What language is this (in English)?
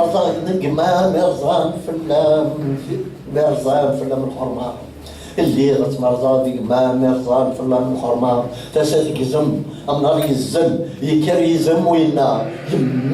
Kabyle